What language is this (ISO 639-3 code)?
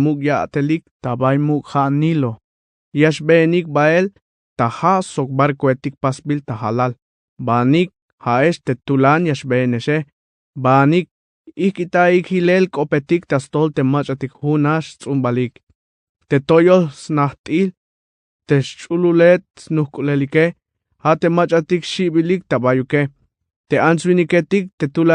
tzh